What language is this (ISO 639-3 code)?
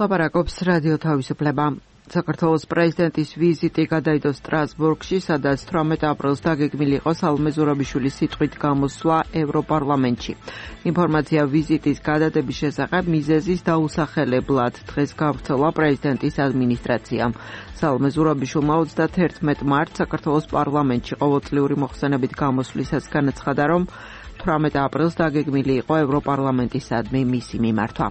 kat